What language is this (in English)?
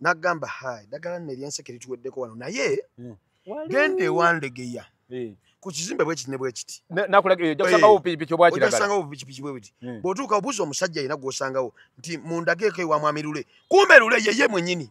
Ganda